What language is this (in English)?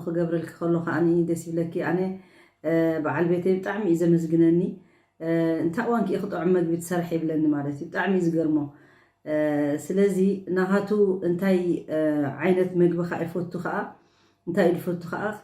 Tigrinya